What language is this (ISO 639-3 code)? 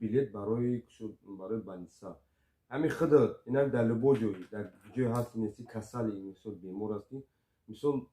tgk